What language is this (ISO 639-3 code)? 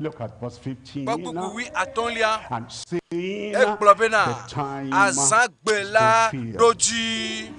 ewe